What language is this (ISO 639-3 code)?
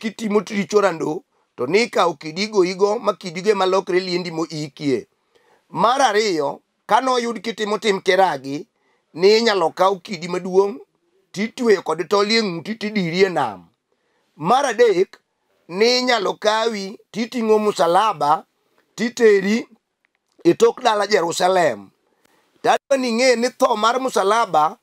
luo